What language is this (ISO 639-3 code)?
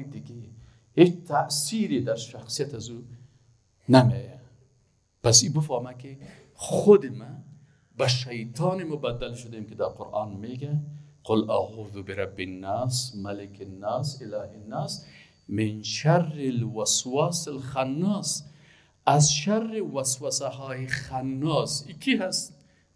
fas